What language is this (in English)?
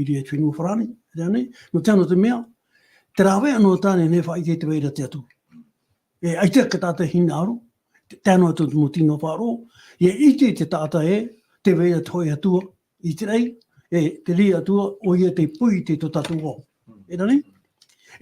Tahitian